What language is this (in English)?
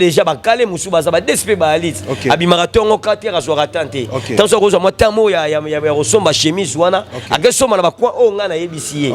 Lingala